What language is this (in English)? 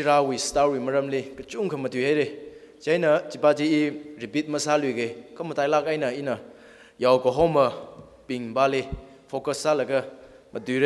Tangkhul Naga (India)